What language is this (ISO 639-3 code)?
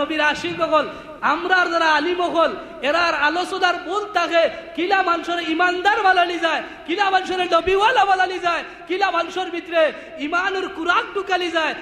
syl